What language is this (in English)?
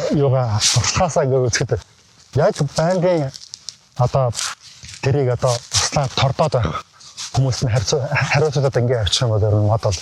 Mongolian